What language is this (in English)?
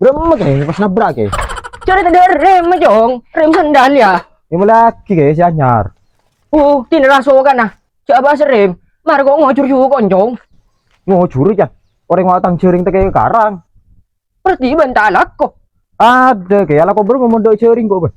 Madurese